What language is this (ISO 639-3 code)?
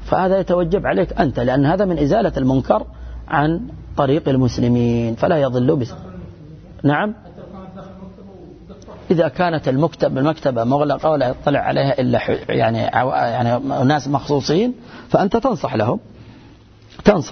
ara